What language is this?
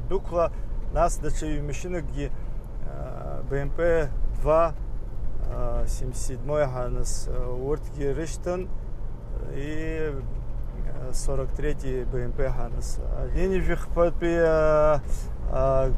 Abkhazian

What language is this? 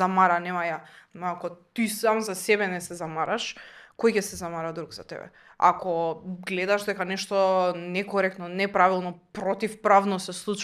Macedonian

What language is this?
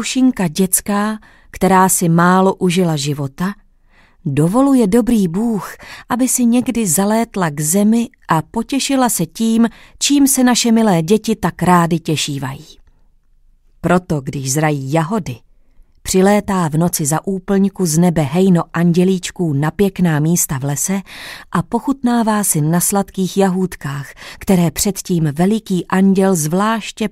Czech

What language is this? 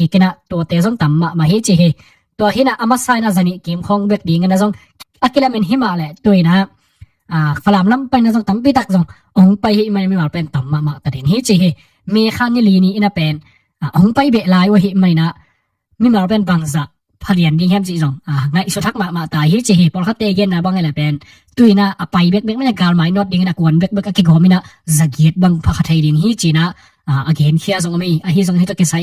Tedim Chin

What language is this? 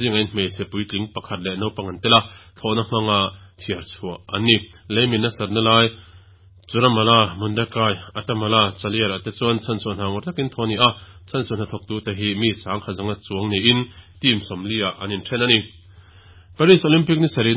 Mizo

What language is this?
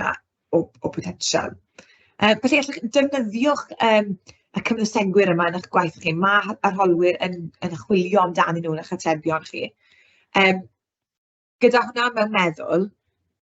Welsh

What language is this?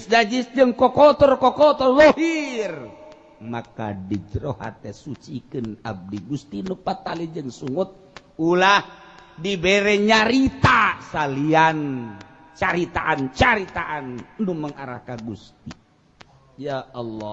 Sundanese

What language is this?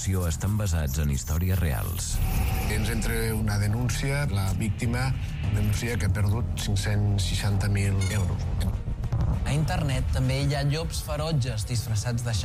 Catalan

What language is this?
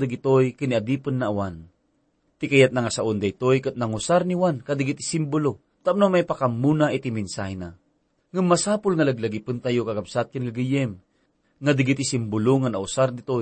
Iloko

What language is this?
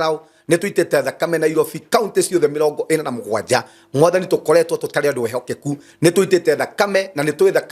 Kikuyu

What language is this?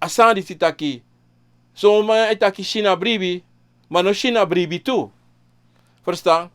Sranan Tongo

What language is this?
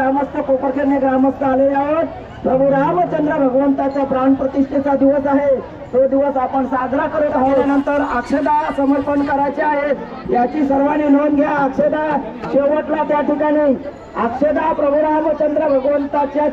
Marathi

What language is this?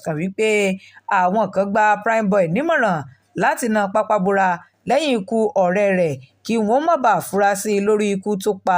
Yoruba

